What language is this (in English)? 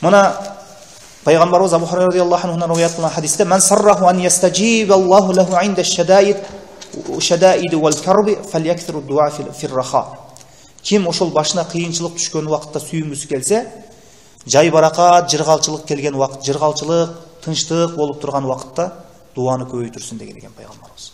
Kyrgyz